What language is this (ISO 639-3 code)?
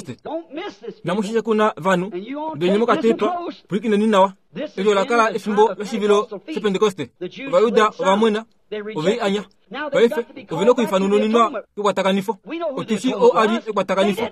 kua